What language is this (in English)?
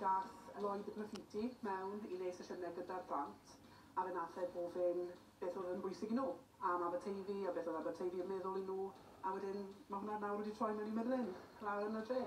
Welsh